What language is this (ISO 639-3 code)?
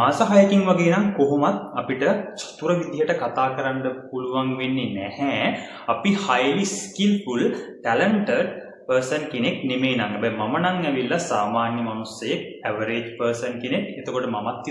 sin